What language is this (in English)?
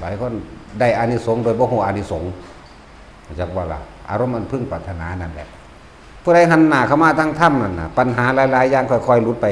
Northeastern Thai